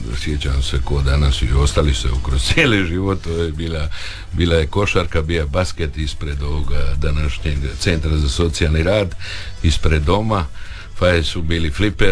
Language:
Croatian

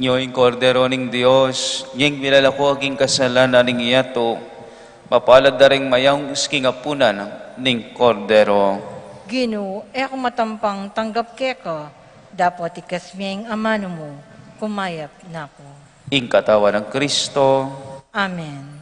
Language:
Pampanga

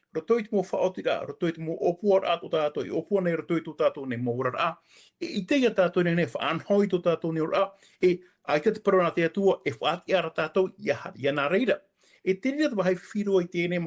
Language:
Tahitian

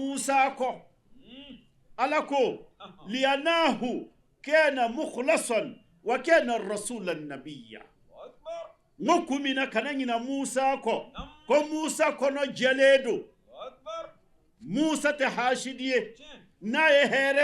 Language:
Bambara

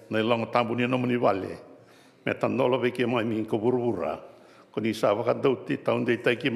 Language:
Fijian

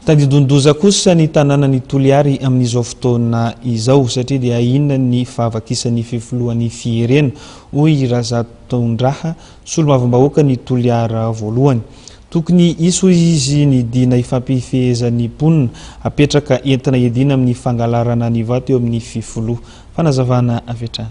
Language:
Malagasy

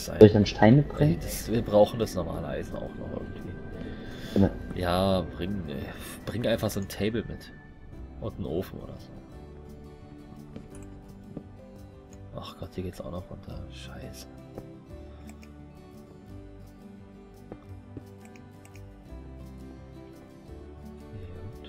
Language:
German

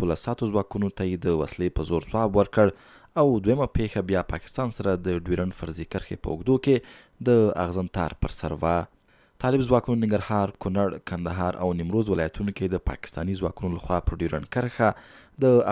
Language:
Pashto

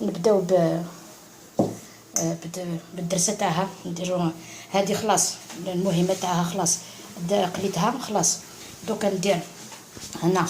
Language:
Algerian Arabic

